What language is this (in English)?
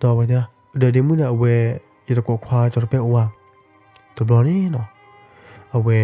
S'gaw Karen